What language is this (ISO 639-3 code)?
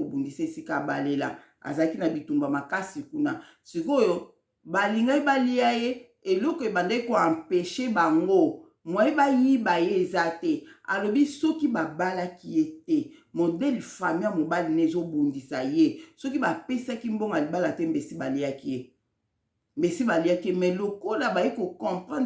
lin